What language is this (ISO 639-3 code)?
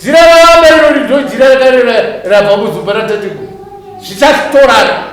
sna